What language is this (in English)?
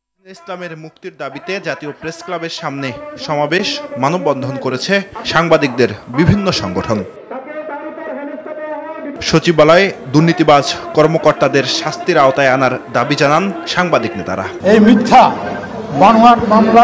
Bangla